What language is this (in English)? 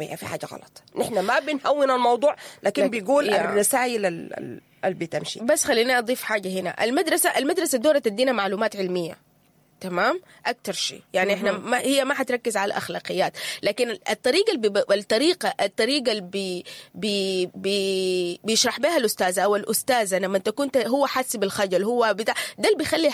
Sudanese Arabic